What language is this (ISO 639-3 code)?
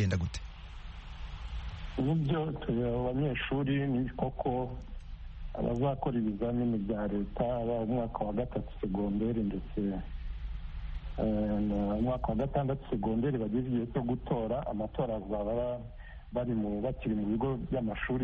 kin